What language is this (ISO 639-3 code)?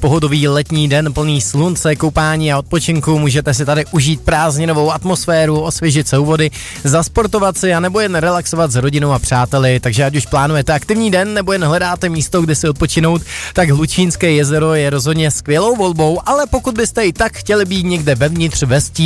ces